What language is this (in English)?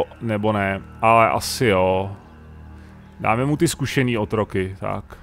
Czech